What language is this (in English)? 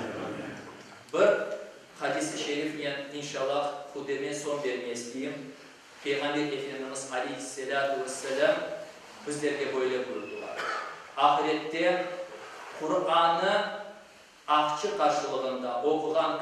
Crimean Tatar